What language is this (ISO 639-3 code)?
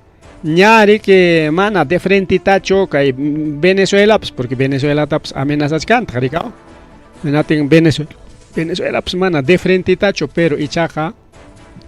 quy